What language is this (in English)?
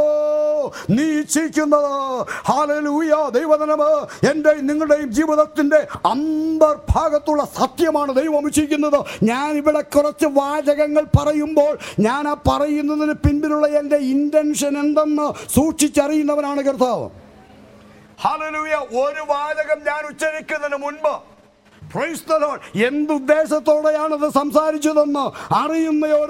Malayalam